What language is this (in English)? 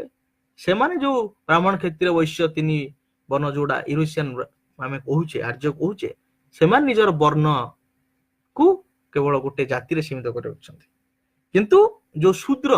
Odia